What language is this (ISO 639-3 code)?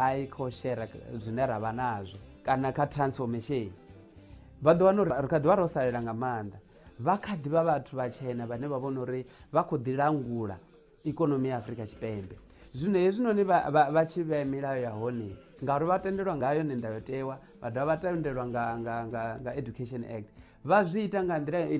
ven